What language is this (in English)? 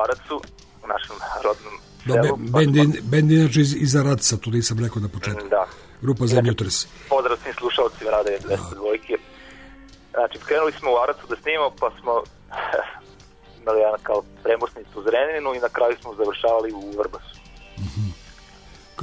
Serbian